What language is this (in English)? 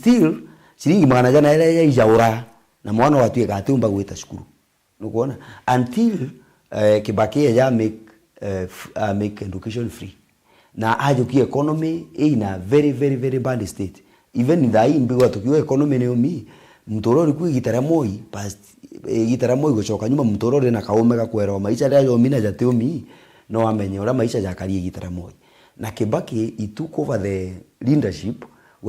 Meru